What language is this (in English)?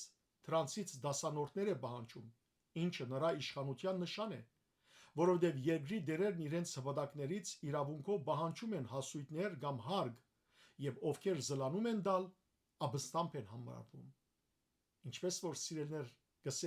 Western Armenian